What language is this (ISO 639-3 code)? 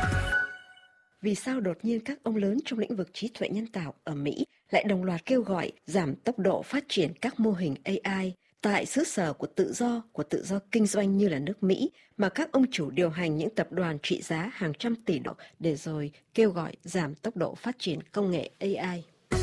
vie